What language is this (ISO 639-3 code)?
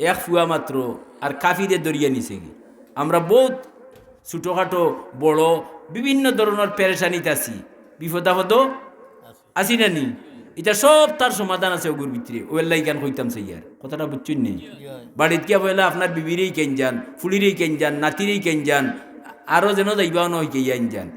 syl